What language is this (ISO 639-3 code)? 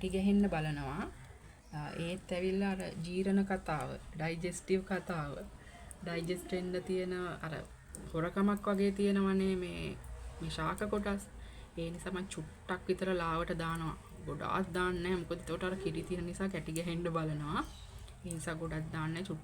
sin